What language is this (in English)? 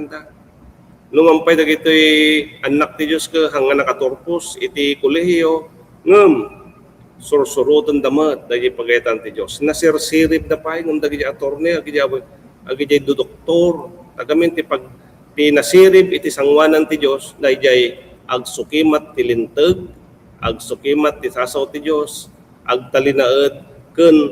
Iloko